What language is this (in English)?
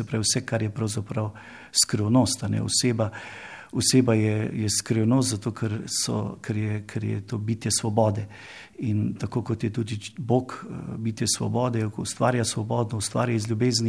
Slovenian